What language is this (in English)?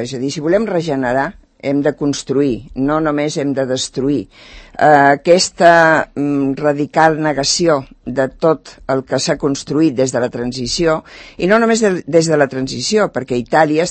Catalan